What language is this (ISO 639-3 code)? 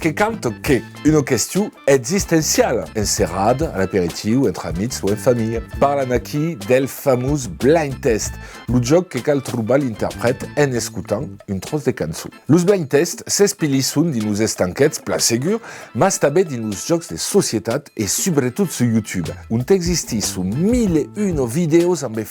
oci